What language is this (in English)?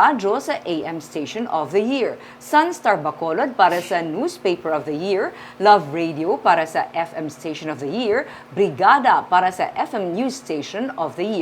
Hiligaynon